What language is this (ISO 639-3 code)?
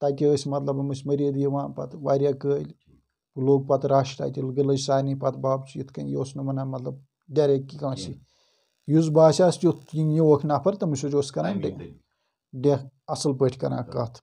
kas